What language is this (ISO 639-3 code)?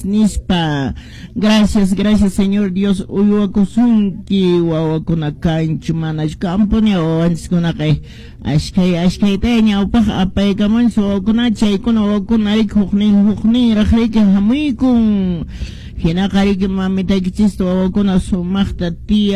que